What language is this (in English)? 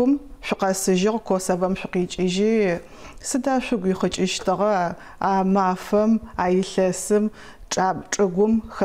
Adyghe